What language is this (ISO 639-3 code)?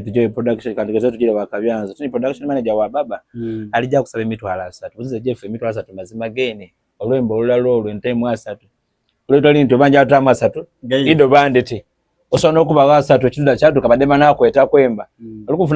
xog